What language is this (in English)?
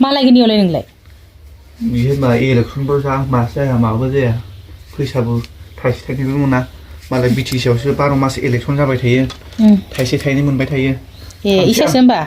Bodo